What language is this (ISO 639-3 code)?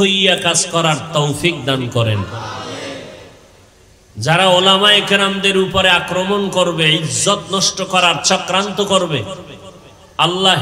ben